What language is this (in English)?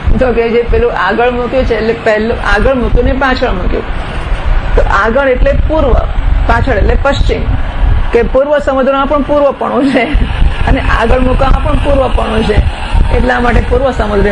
Gujarati